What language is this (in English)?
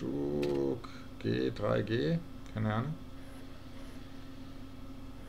German